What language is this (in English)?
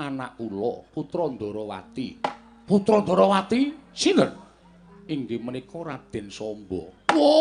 Javanese